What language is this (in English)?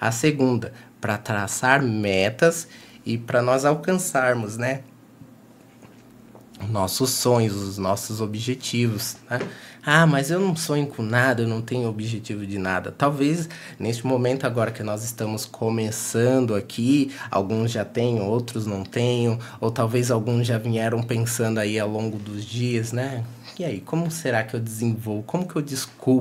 Portuguese